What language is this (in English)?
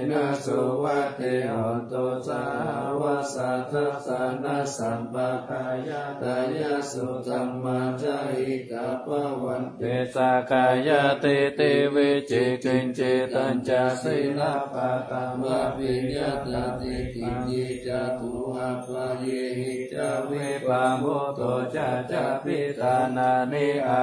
Pali